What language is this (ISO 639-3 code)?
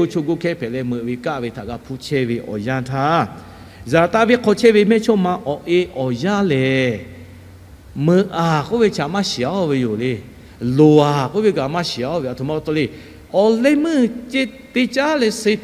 lhu